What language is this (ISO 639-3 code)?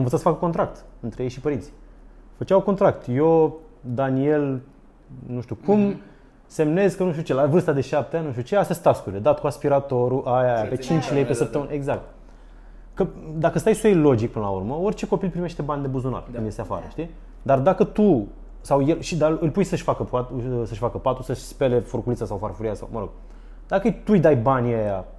ron